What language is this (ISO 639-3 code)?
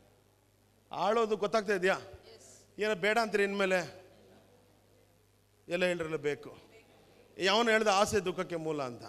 kan